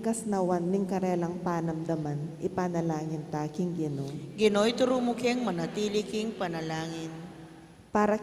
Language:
Pampanga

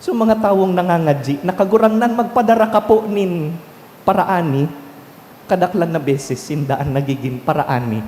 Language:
Bikol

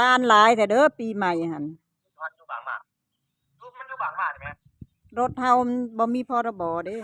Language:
Northeastern Thai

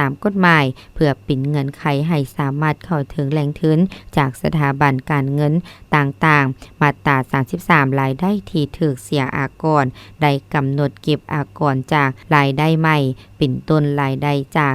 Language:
Lao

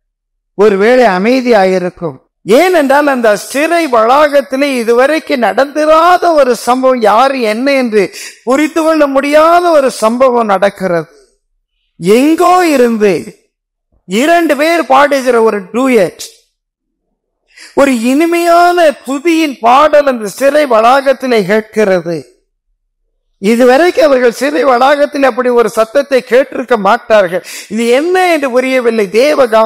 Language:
Tamil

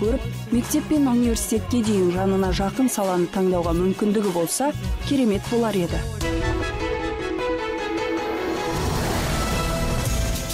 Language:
Kazakh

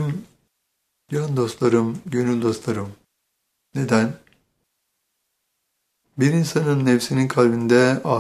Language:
Turkish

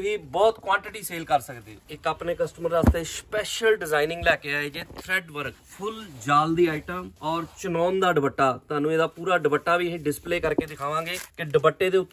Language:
Punjabi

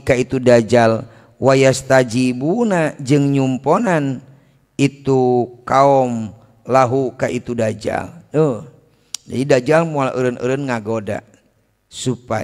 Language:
Sundanese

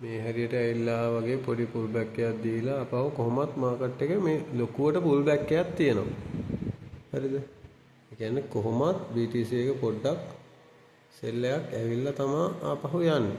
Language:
Sinhala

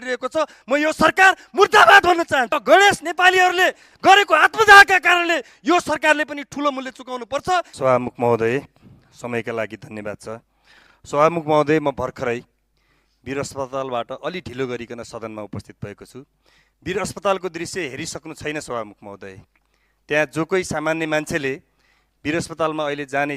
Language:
Nepali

